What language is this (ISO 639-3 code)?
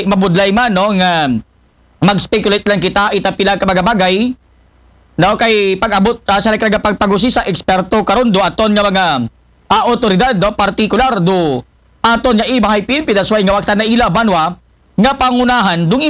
akl